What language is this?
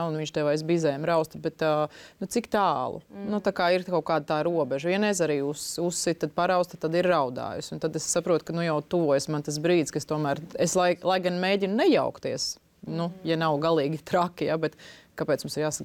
Latvian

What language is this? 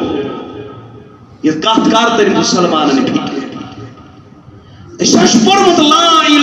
Kashmiri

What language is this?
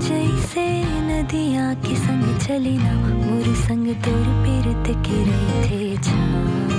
Chhattisgarhi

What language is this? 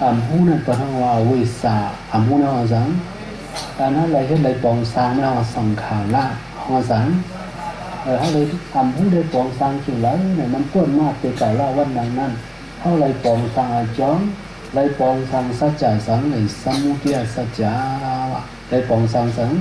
Shan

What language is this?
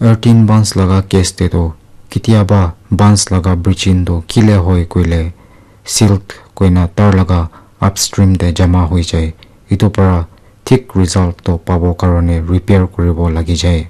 Naga Pidgin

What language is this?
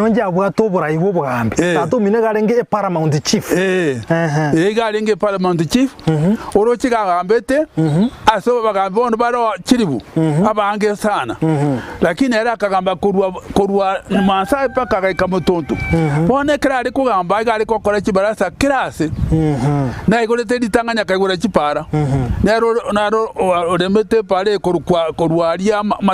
Gusii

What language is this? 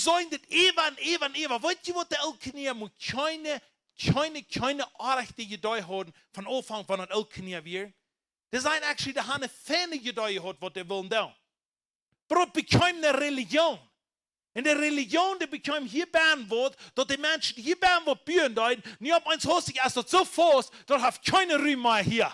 Plautdietsch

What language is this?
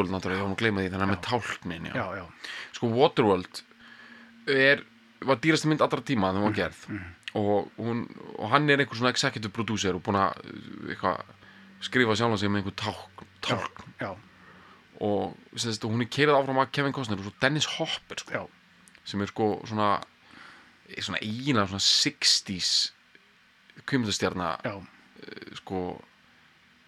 Icelandic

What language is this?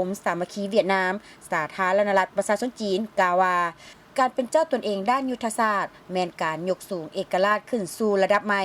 Lao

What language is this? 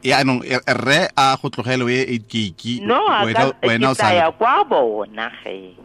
Tswana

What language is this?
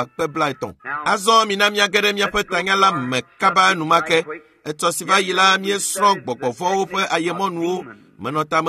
Ewe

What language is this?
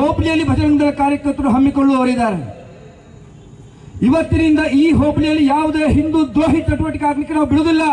Kannada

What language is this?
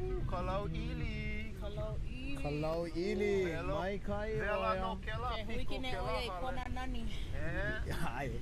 Hawaiian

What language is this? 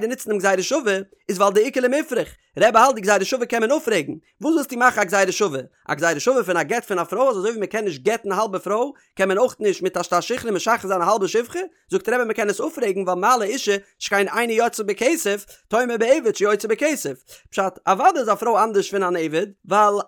Yiddish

